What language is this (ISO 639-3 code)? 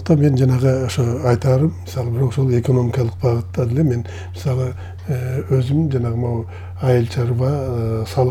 kir